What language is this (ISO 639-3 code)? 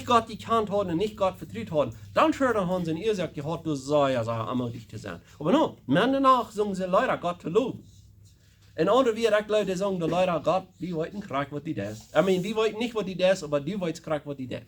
pdt